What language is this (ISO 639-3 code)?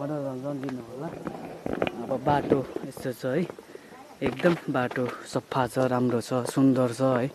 nep